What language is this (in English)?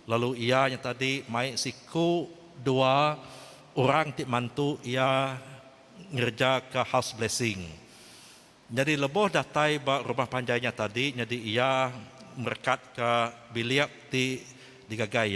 Iban